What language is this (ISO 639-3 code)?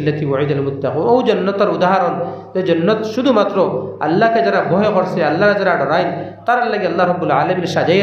syl